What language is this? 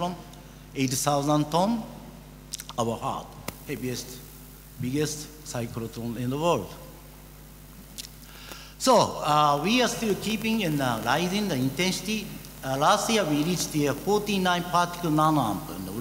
English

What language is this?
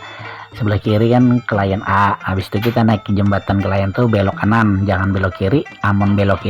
Banjar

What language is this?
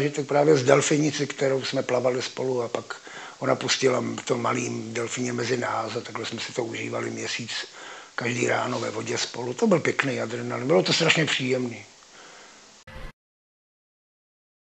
Czech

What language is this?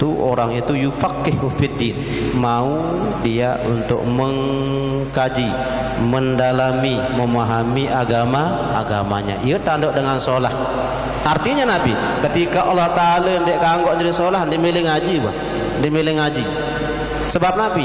Sasak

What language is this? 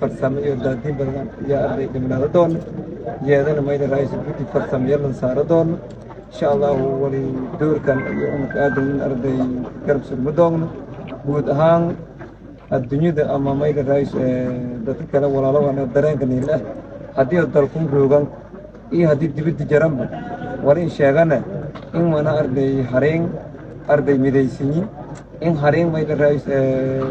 Somali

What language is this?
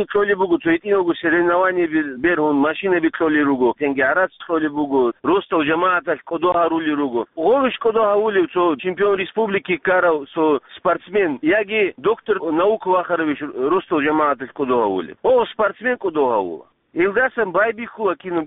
Avaric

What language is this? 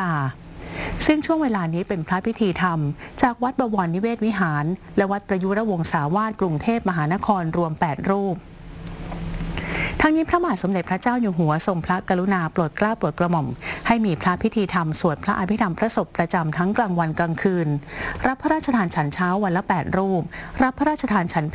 Thai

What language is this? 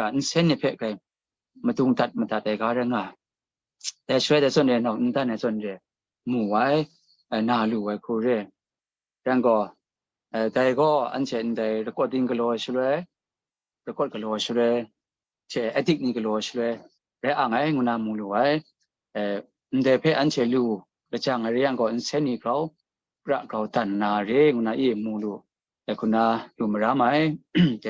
Kachin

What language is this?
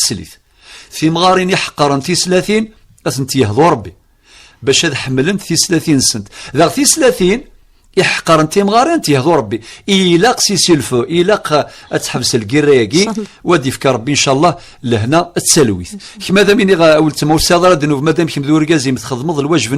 Kabyle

